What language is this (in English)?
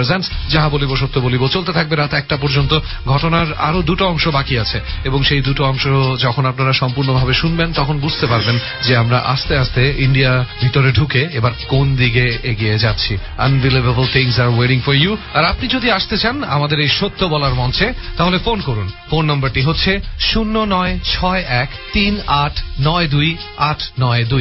Bangla